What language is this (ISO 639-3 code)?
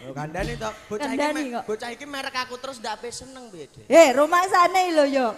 jav